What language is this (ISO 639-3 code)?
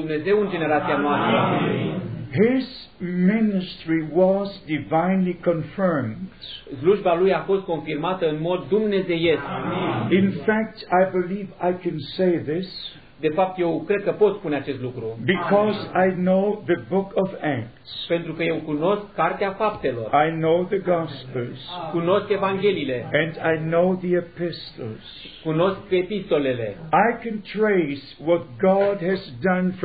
ron